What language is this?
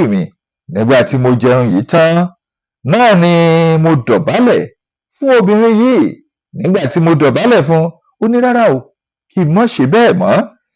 Yoruba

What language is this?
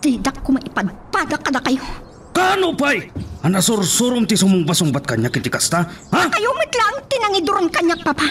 Iloko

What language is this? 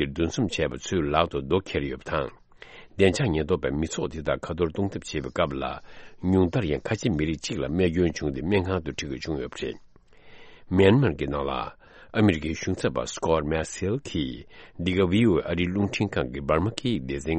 Tibetan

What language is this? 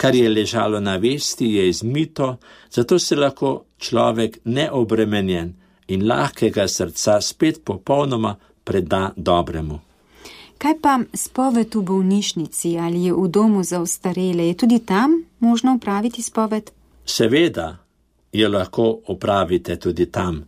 Slovenian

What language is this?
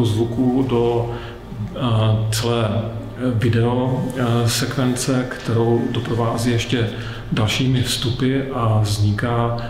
Czech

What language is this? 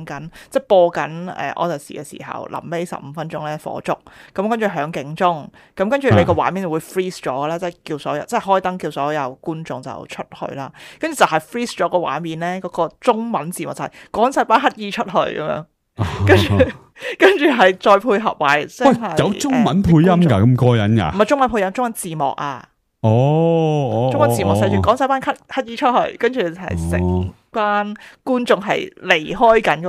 Cantonese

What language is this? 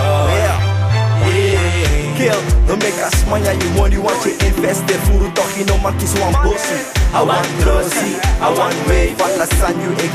Dutch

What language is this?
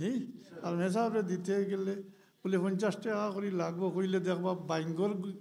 Sylheti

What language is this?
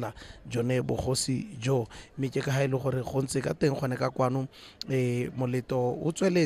Tswana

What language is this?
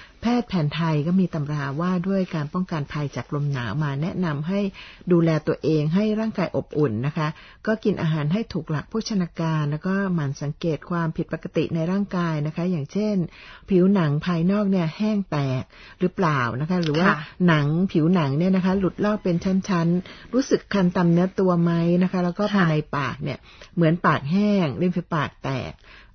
Thai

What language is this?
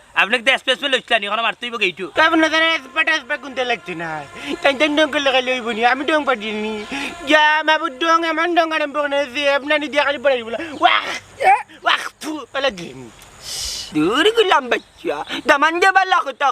Sylheti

